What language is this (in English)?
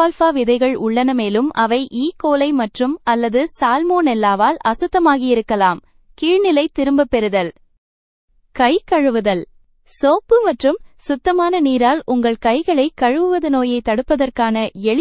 Tamil